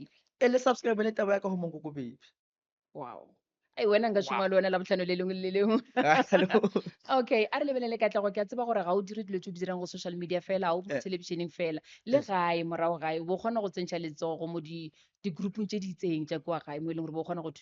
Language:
Northern Sotho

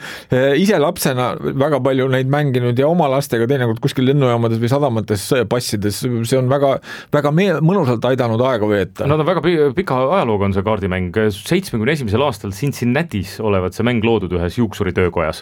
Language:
Estonian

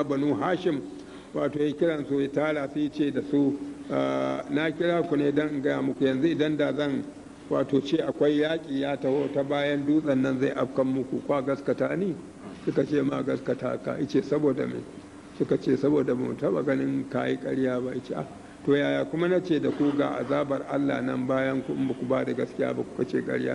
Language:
Hausa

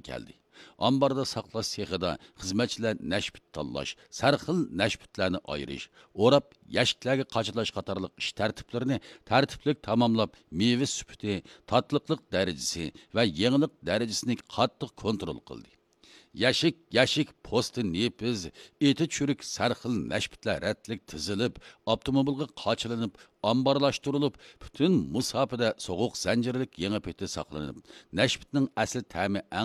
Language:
Uyghur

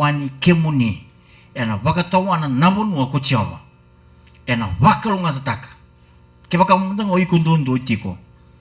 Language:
Fijian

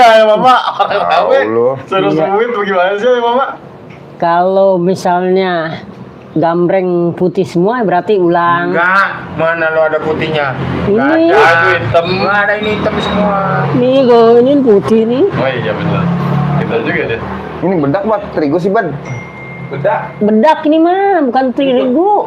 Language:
Betawi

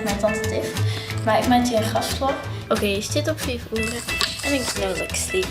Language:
Western Frisian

